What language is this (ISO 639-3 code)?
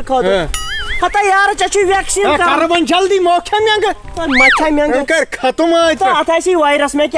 kas